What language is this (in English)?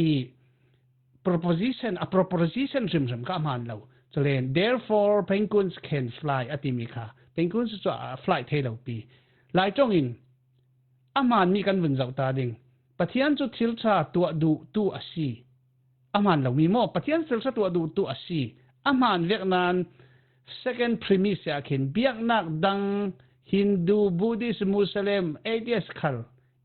Falam Chin